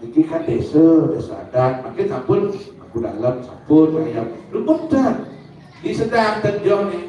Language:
Balinese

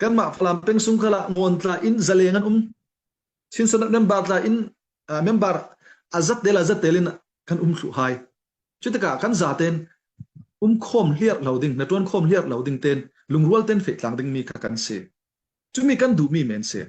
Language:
Falam Chin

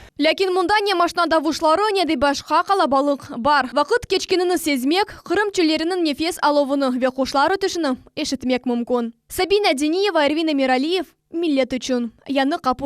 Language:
Crimean Tatar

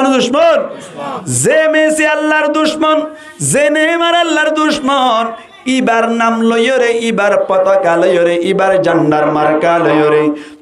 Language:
Rohingya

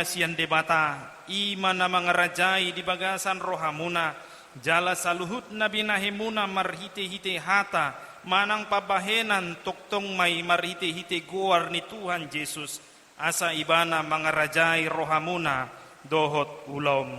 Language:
Batak Toba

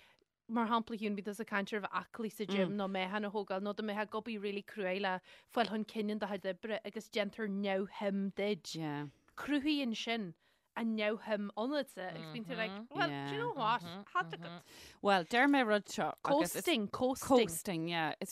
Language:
Irish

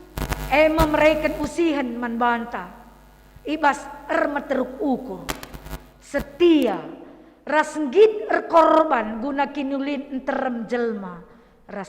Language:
Batak Karo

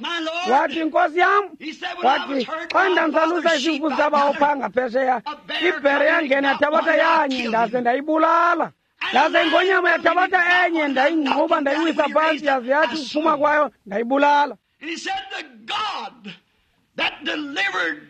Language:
Xhosa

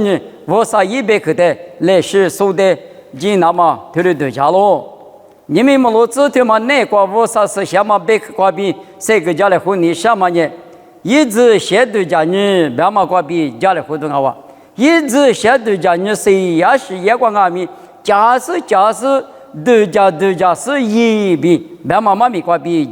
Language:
Lisu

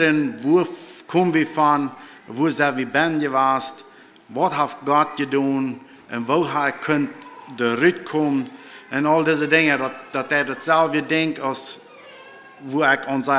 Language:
Plautdietsch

